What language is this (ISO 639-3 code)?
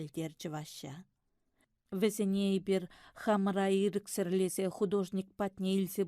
chv